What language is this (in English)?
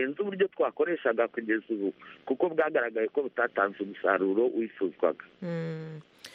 Kinyarwanda